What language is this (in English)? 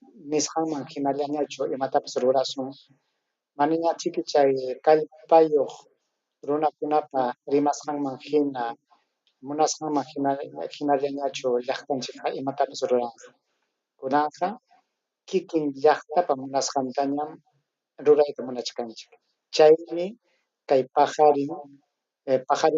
Ayacucho Quechua